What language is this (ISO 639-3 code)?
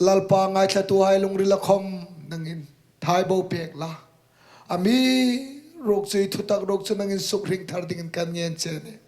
hmr